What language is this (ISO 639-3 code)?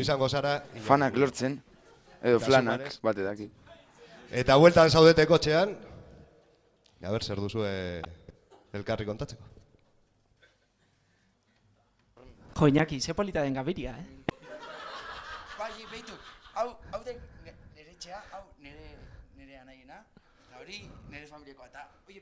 eus